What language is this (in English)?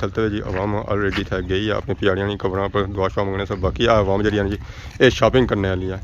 Pahari-Potwari